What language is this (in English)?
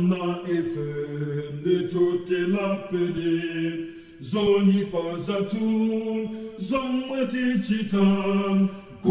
Nyanja